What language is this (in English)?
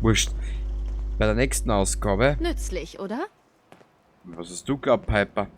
Bavarian